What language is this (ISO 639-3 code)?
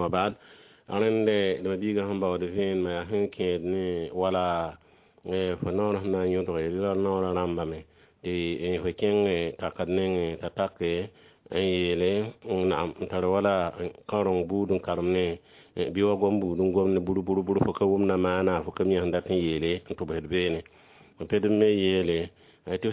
mos